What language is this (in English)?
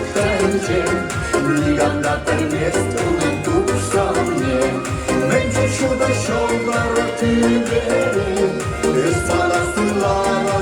Chuvash